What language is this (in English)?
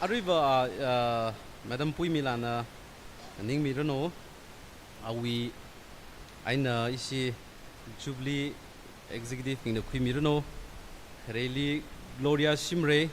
Tangkhul Naga (India)